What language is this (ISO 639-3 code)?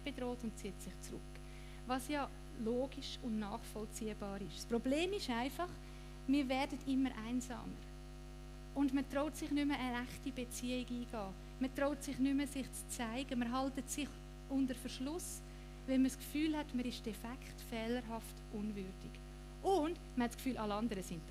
gsw